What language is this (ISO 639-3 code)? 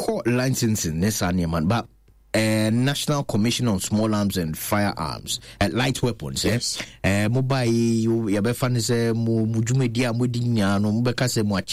aka